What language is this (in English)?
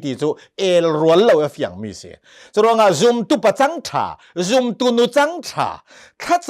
Hakha Chin